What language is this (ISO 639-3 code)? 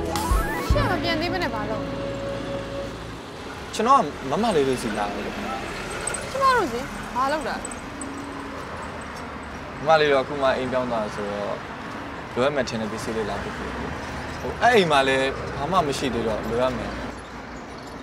mya